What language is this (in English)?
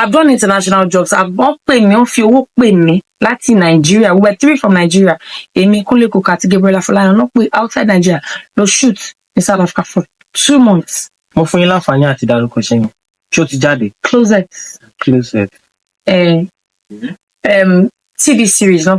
Yoruba